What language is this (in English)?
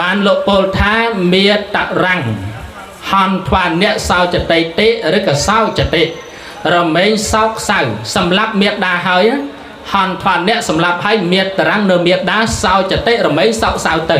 Khmer